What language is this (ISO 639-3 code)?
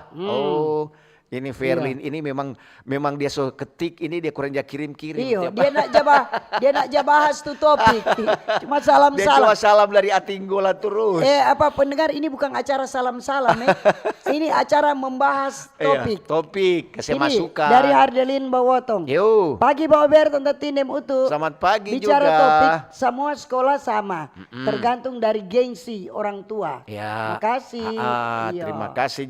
xmm